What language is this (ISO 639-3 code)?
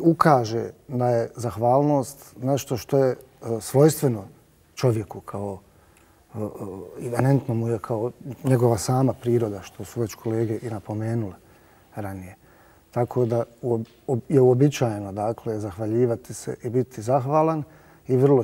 bos